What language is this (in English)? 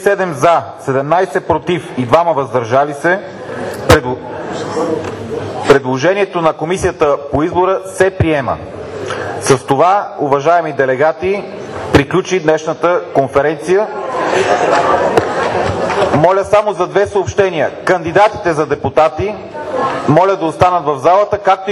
Bulgarian